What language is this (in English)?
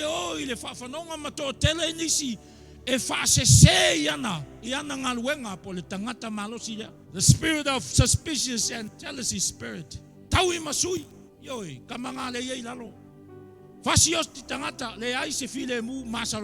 Samoan